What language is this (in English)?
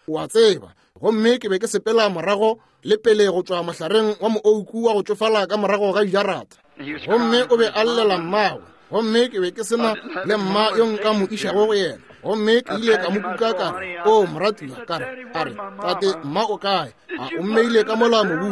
Northern Sotho